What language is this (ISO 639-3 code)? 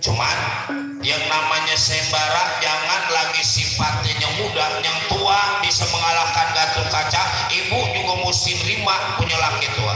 bew